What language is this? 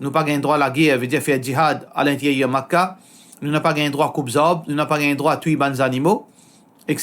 Morisyen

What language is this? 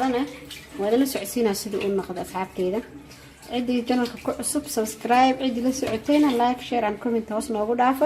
Somali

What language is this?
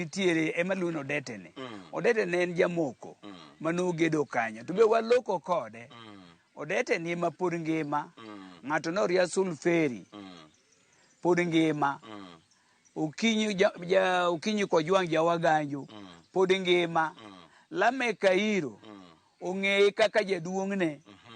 Luo (Kenya and Tanzania)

